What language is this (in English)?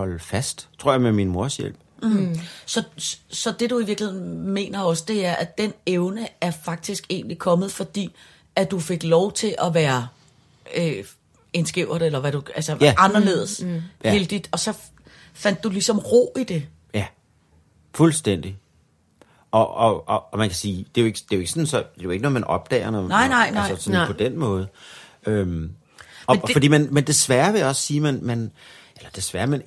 Danish